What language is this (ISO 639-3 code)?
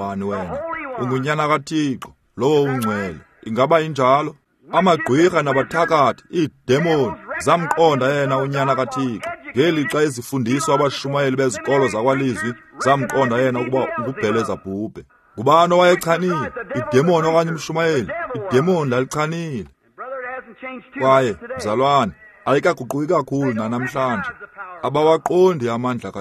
xho